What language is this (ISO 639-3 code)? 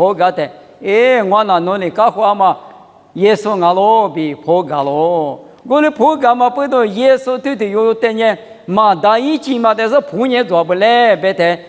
lis